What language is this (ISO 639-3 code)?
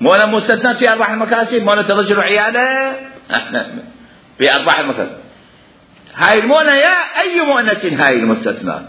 acm